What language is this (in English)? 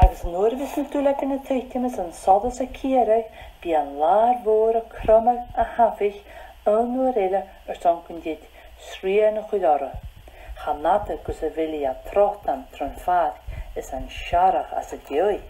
Scottish Gaelic